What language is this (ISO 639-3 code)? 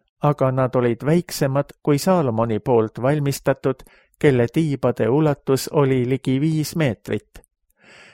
est